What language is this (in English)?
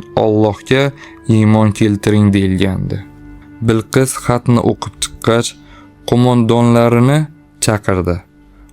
Uzbek